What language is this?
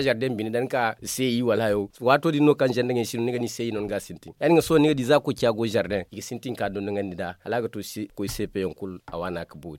Zarma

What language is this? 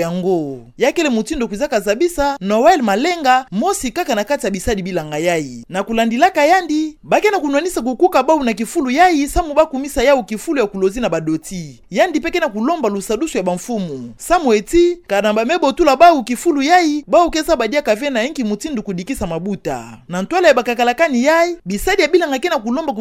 Kituba (Democratic Republic of Congo)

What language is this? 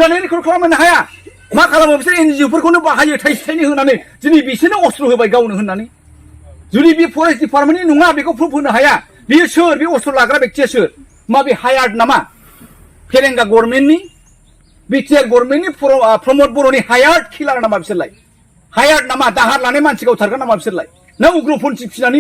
Bodo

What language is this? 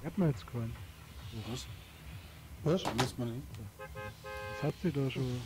Bavarian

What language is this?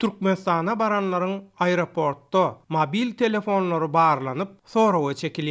Turkmen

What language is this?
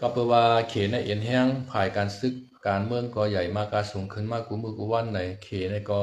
Shan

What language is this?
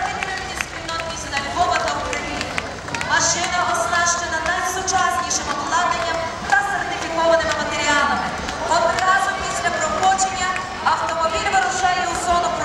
Ukrainian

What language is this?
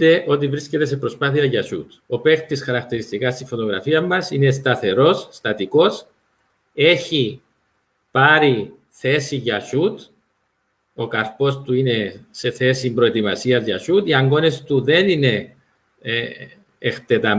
Greek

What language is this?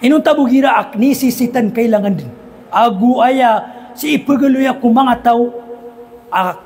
Maranao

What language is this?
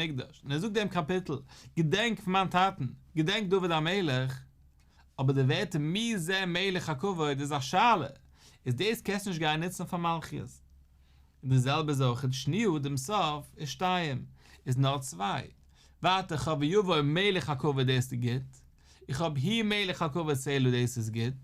Yiddish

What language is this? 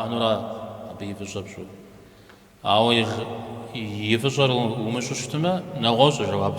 Kabardian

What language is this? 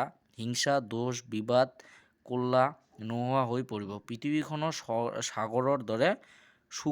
Assamese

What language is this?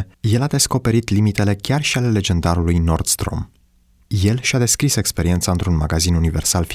Romanian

